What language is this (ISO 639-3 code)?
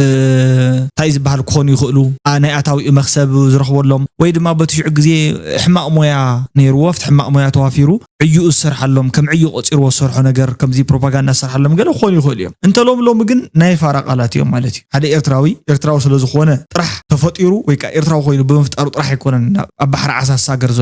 tir